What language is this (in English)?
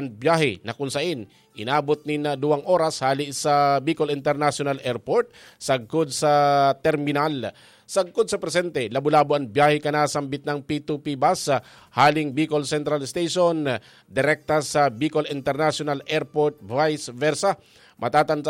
Bikol